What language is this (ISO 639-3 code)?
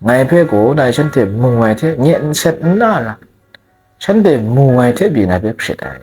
kac